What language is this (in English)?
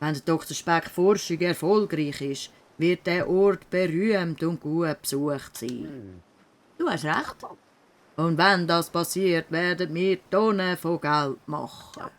Swiss German